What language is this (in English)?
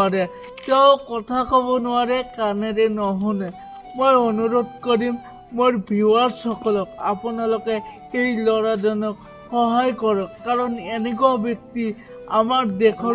Assamese